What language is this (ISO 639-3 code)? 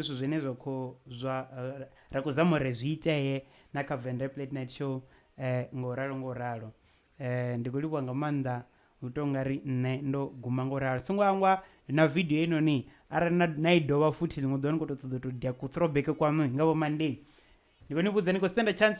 ven